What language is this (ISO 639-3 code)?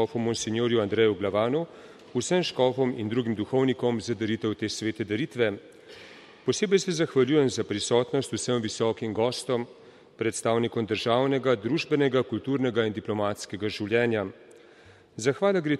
slv